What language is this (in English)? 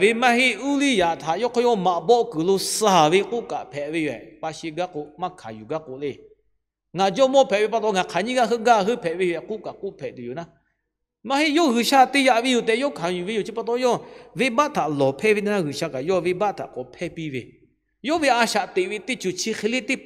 Lahu